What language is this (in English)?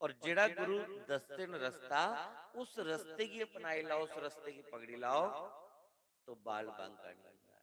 Dogri